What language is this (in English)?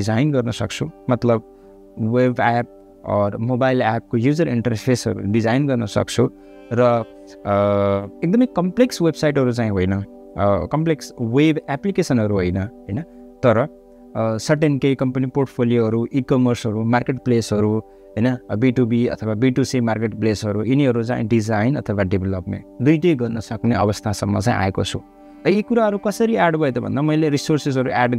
Nepali